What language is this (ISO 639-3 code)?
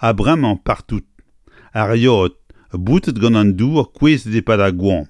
bre